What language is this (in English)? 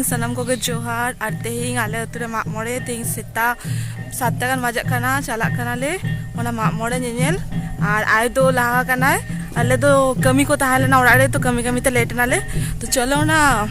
Santali